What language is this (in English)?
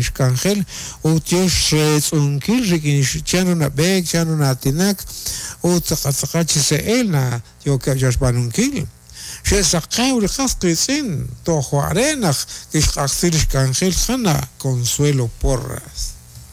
Kekchí